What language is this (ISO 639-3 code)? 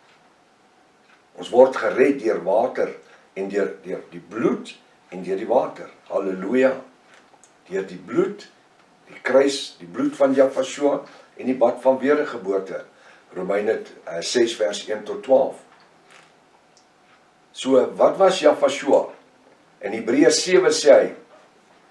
afr